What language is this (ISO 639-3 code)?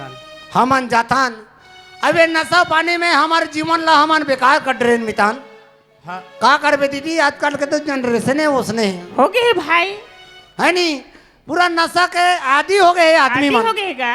hne